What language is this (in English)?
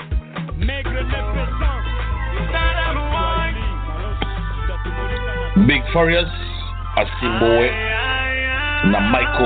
Kinyarwanda